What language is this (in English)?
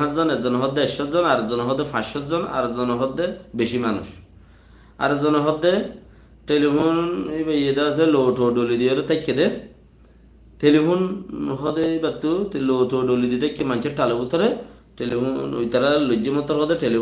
Rohingya